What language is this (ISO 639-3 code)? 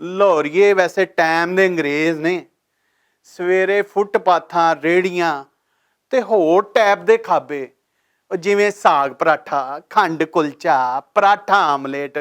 lah